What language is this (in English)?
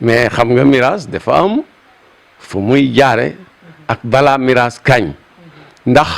Wolof